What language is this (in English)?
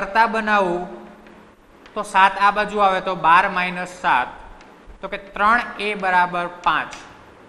Gujarati